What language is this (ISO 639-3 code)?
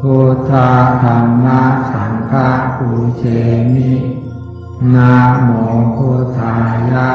pli